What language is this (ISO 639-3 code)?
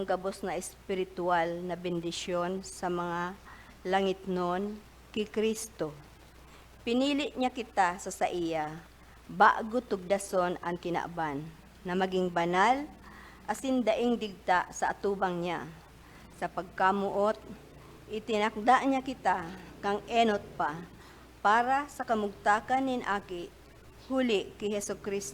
bik